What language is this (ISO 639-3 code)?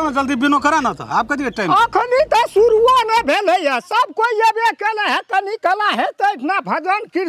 mai